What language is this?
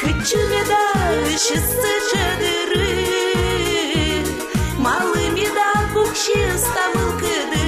Udmurt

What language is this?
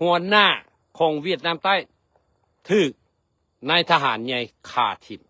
Lao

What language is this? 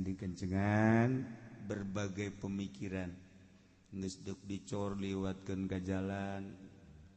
Sundanese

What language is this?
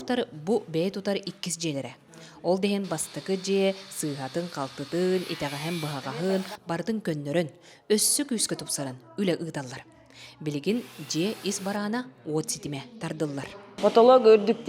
Yakut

